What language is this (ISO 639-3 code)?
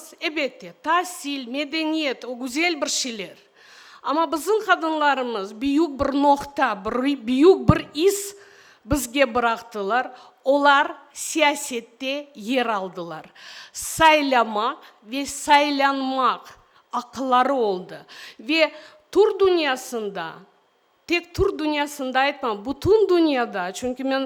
crh